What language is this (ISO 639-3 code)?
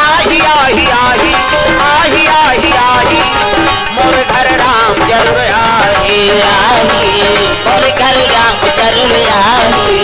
hne